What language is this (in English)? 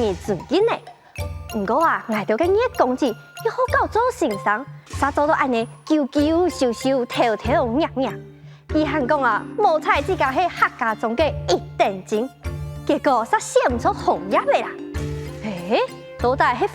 Hakka Chinese